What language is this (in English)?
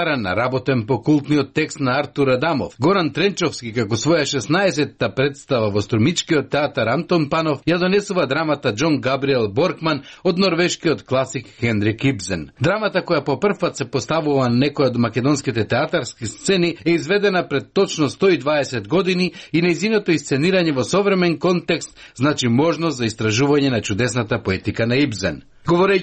Macedonian